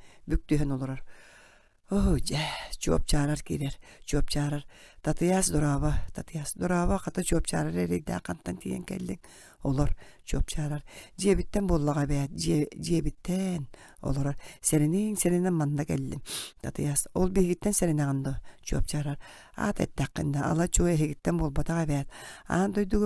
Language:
Yakut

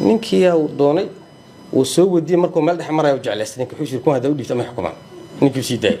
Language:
Somali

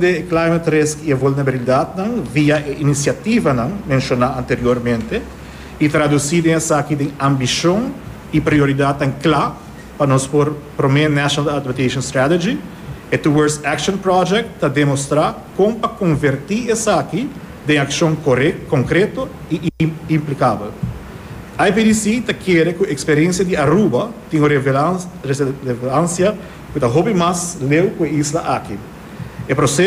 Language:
Papiamento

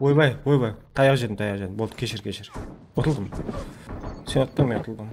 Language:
Kara-Kalpak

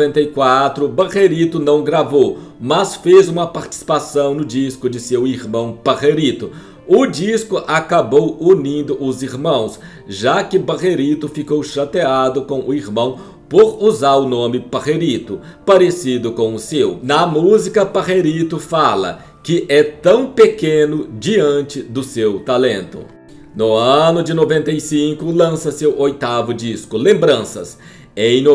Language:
Portuguese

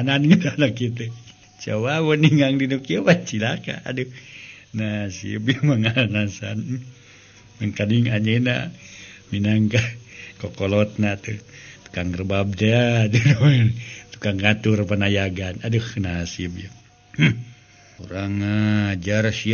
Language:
Sundanese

